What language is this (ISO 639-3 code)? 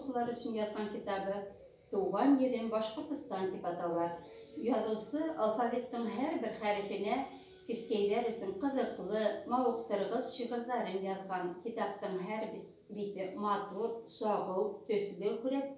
bak